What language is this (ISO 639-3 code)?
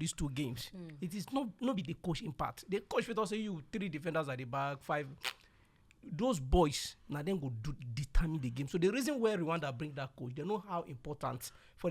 pcm